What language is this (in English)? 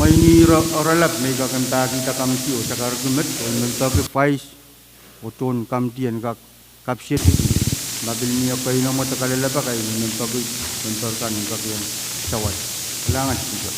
Pohnpeian